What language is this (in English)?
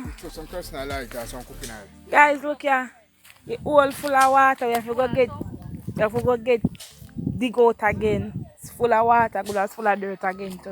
Jamaican Creole English